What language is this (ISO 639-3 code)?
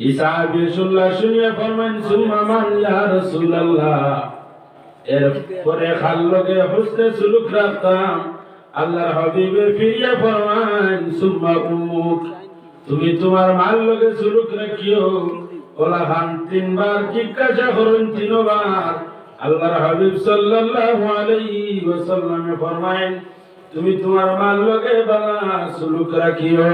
syl